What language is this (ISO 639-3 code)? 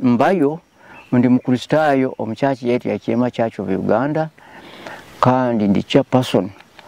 nyo